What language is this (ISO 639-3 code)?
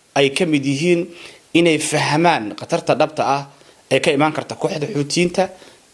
som